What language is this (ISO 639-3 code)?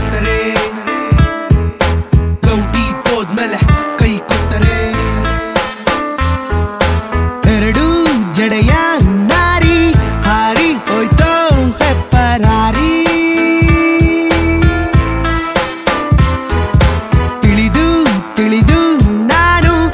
kan